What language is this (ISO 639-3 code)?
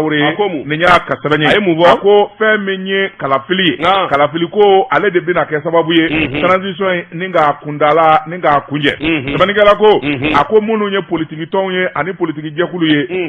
bam